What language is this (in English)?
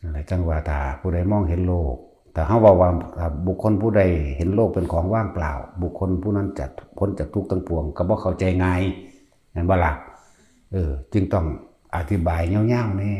Northeastern Thai